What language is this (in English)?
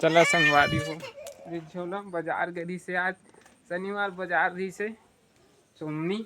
Chhattisgarhi